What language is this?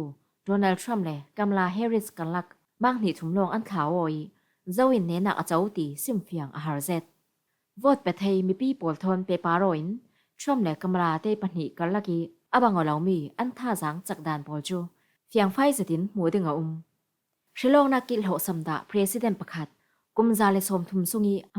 Falam Chin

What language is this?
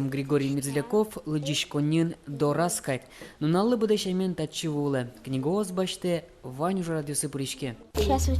Udmurt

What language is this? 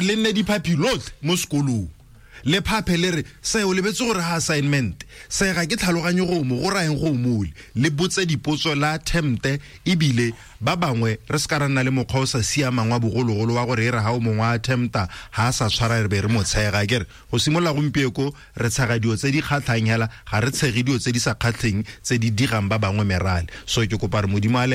Tswana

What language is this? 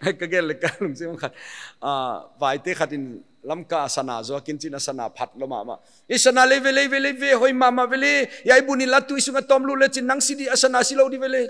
Paite Chin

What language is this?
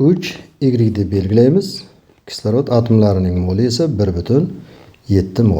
Uzbek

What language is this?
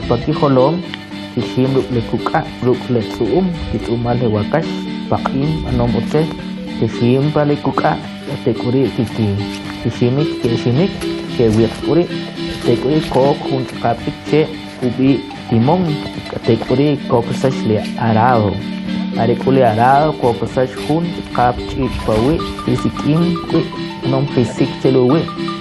Kʼicheʼ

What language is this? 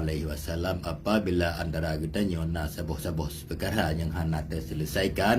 Achinese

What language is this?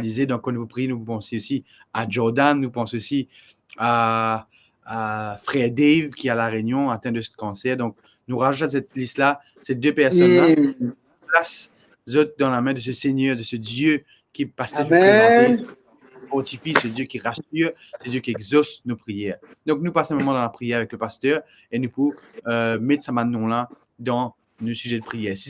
Morisyen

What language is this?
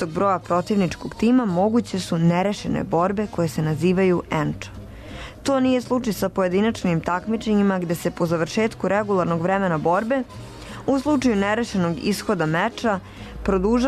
Serbian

